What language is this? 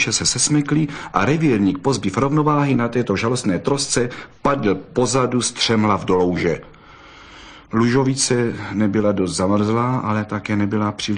Czech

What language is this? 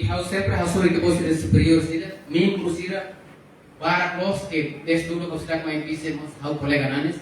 Tetum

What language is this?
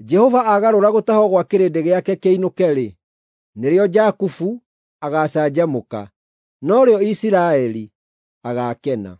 Kikuyu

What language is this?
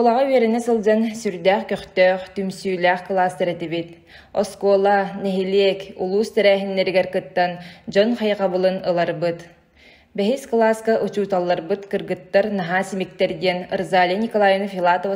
Yakut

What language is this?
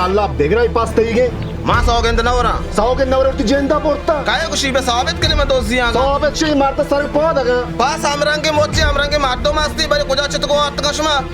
Baluchi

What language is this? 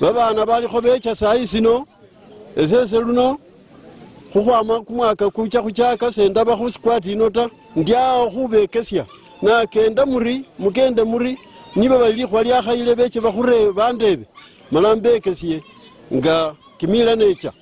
Luyia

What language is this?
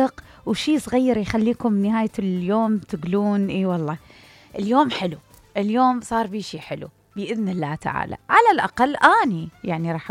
Mesopotamian Arabic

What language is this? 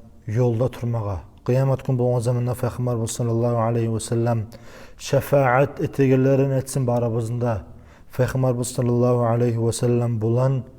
Kumyk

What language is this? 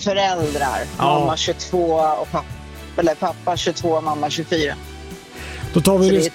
Swedish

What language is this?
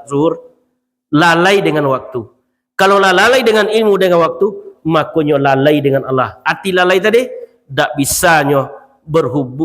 Minangkabau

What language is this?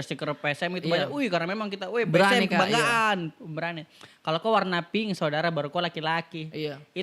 Makassar Malay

